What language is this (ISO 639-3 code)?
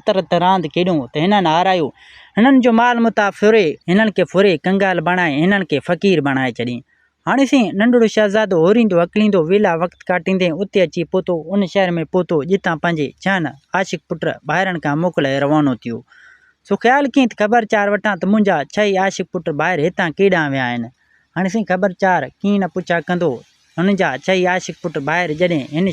snd